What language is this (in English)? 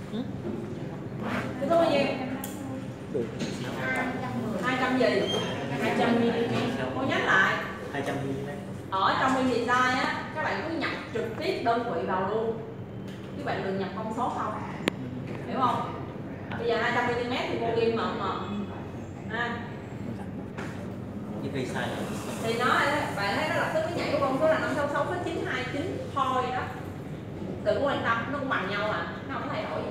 Vietnamese